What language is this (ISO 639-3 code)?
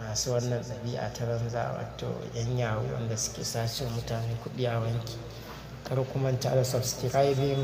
hau